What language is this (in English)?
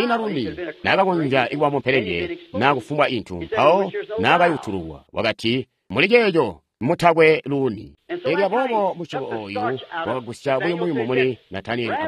Tonga (Zambia)